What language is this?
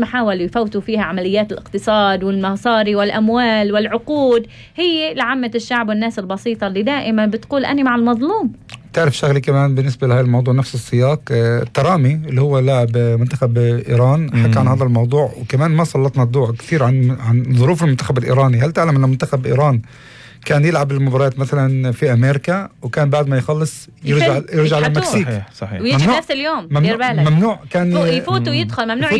North Levantine Arabic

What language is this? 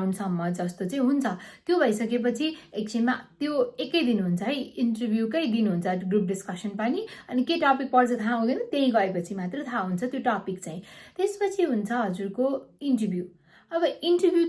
Nepali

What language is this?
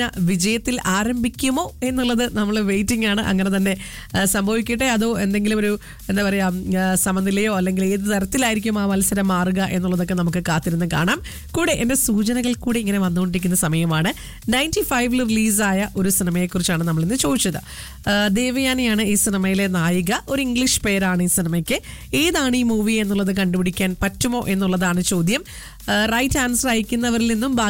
Malayalam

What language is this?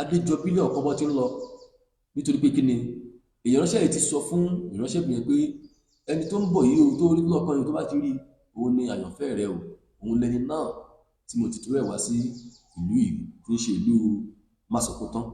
Yoruba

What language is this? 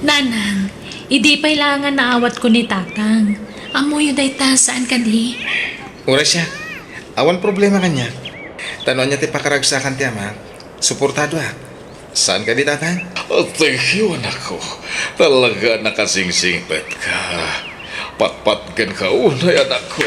Iloko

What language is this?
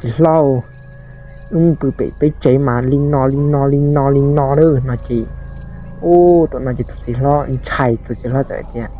Hmong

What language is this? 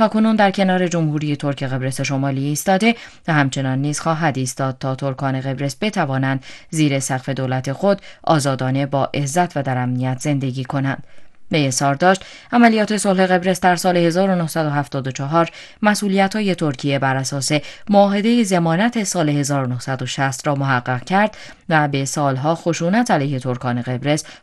Persian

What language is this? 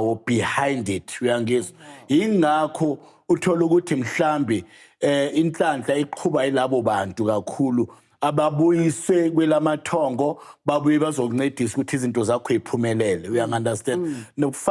Zulu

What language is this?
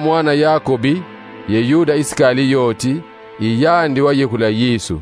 Kongo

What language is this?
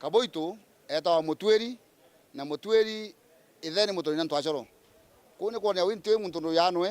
Meru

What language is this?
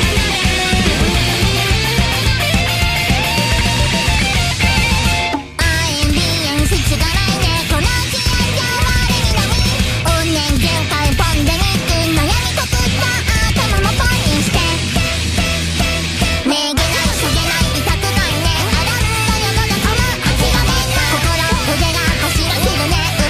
Japanese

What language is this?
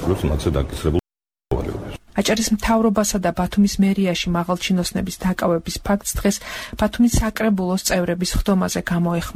Georgian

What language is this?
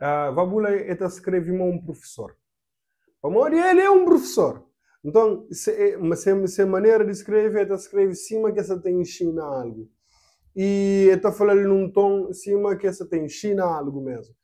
Kabuverdianu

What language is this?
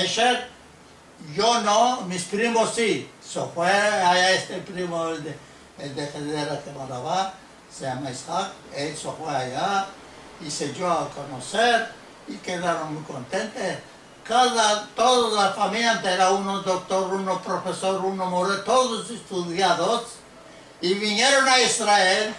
Ladino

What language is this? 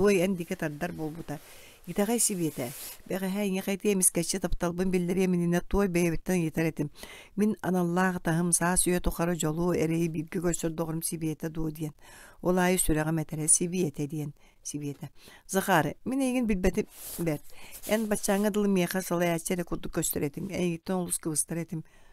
Yakut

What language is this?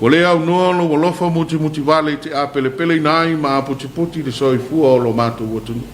Samoan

